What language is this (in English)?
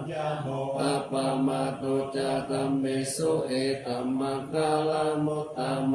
Pali